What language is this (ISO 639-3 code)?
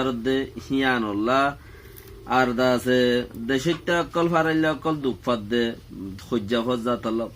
rhg